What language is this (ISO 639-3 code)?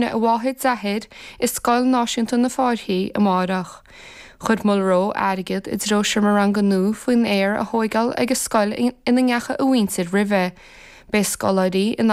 gle